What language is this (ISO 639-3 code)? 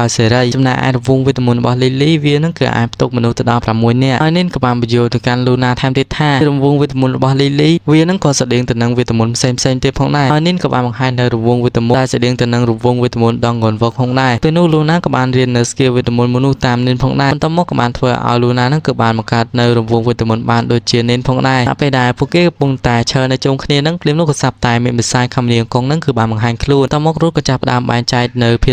khm